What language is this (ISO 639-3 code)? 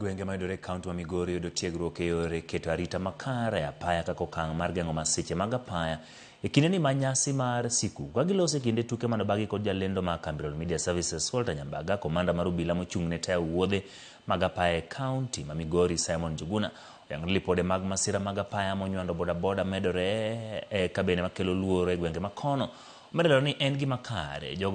luo